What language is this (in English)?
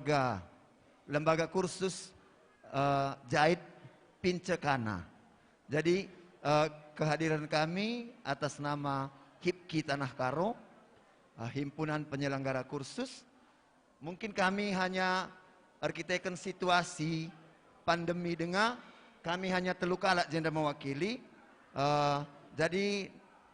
Batak Karo